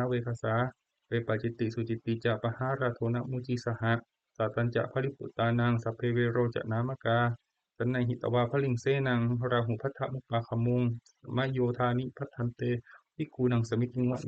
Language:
Pali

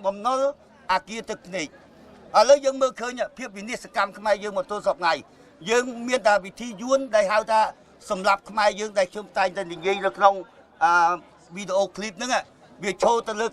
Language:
Khmer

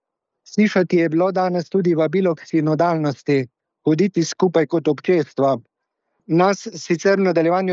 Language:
Slovenian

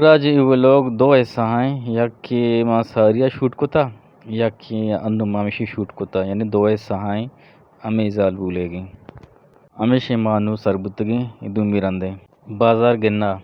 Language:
Eastern Balochi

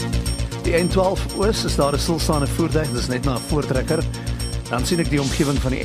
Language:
Afrikaans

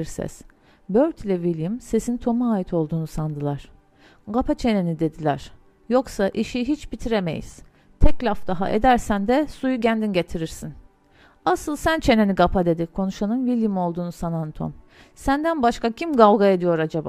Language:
Turkish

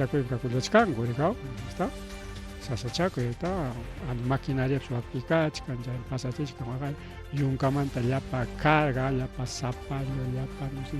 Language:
Ayacucho Quechua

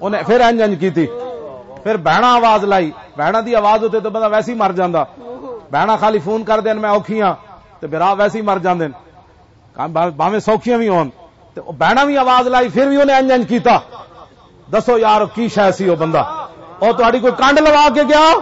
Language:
Western Panjabi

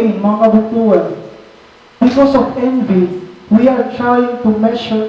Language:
Waray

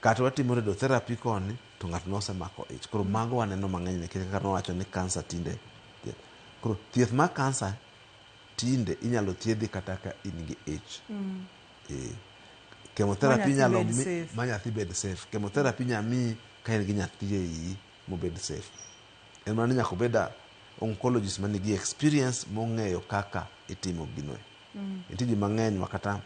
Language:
Luo (Kenya and Tanzania)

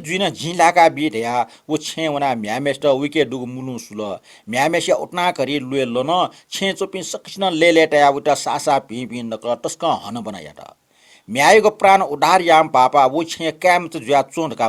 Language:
Newari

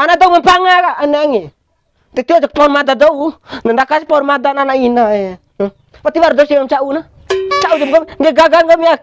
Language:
Bima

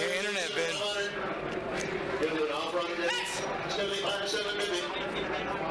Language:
English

